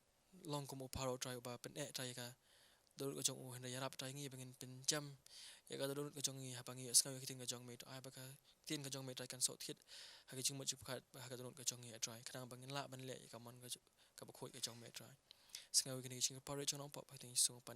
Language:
Khasi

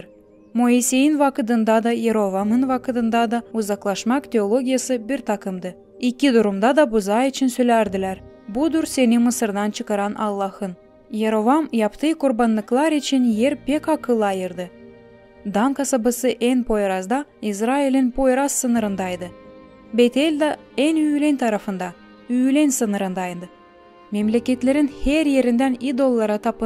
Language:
Gagauz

